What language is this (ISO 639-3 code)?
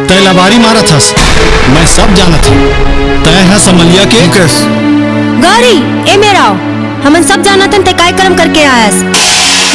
hne